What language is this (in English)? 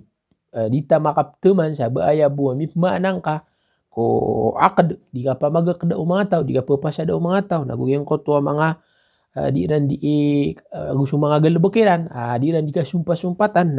Maranao